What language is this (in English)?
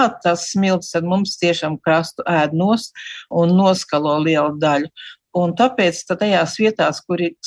Latvian